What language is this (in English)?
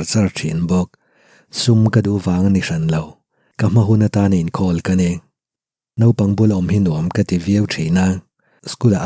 Mizo